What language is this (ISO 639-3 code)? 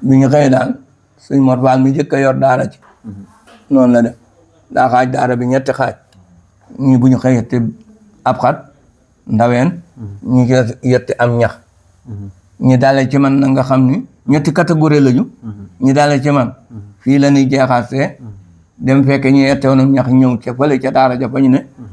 wol